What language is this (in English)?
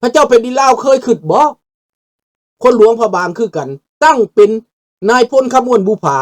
Lao